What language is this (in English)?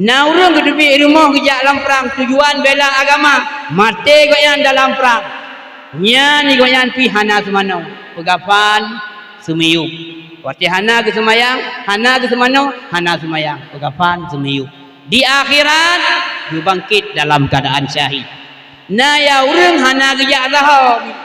Achinese